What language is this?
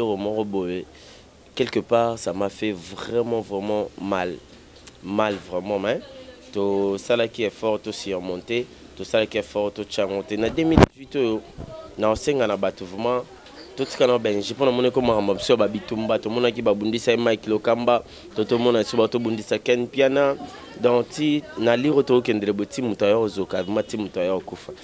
Lingala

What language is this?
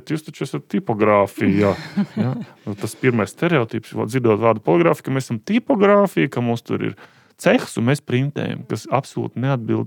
Latvian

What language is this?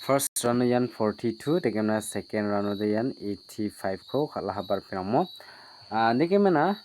Garo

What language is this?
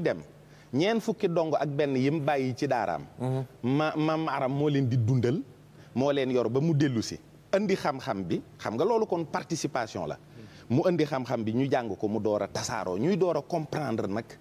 Wolof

